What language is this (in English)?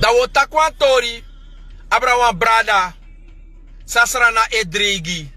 Sranan Tongo